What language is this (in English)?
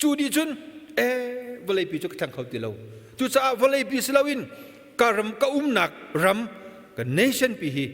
Hakha Chin